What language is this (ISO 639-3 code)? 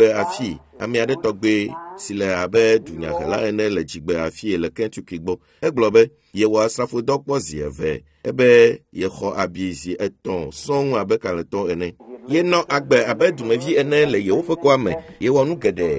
ewe